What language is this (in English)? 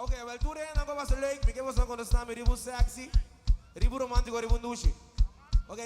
Papiamento